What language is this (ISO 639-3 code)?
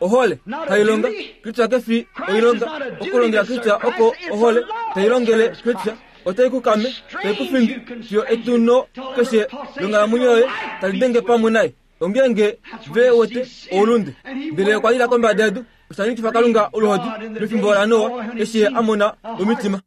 kua